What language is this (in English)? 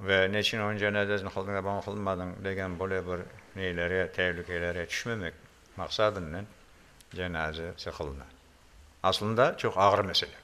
Crimean Tatar